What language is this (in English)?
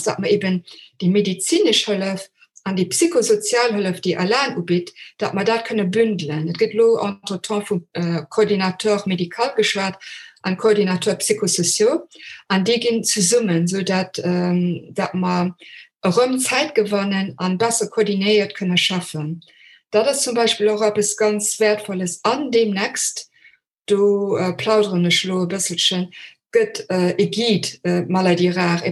Luxembourgish